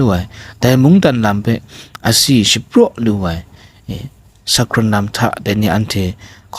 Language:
Kachin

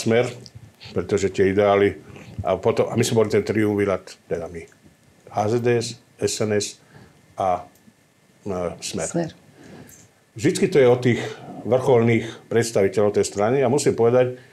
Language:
Slovak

